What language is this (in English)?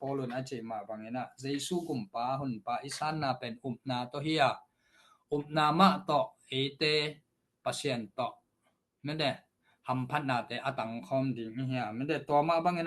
Tedim Chin